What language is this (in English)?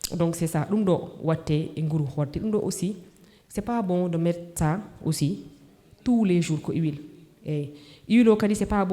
Fula